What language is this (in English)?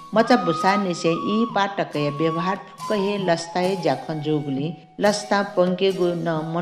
Newari